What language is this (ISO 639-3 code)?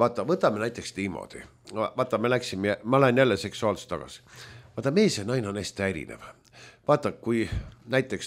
est